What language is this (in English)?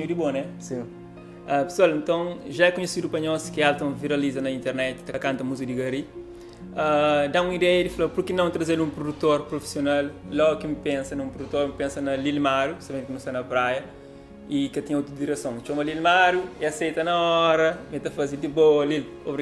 Kabuverdianu